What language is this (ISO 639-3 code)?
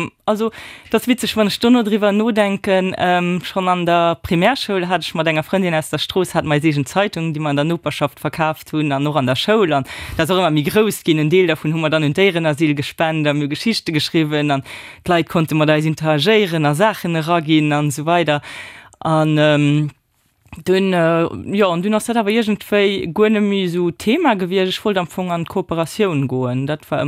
ltz